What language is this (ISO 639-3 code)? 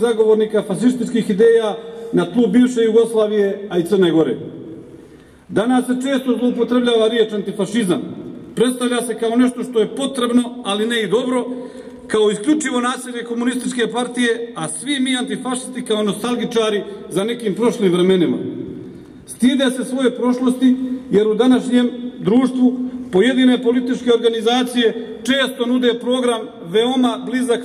srp